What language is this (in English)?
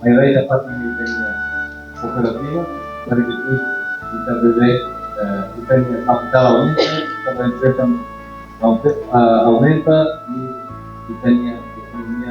Tetum